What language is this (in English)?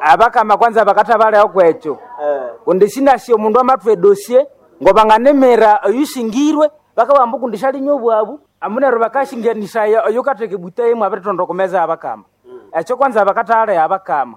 Nande